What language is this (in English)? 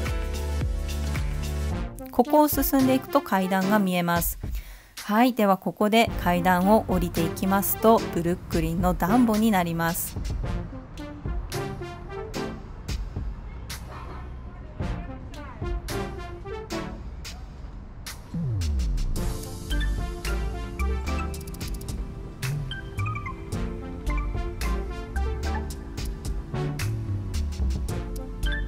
Japanese